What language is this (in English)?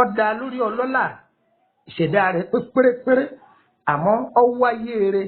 Yoruba